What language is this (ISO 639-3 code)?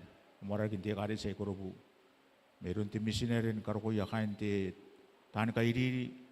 gil